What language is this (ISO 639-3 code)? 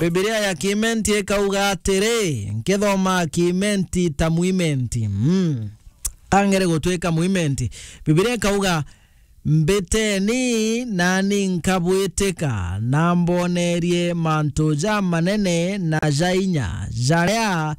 mer